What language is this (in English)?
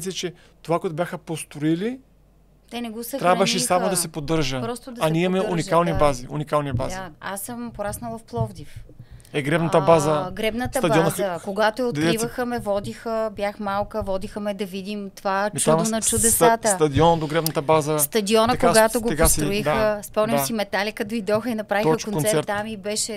Bulgarian